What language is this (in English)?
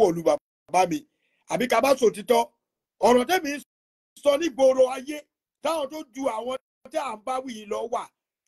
Yoruba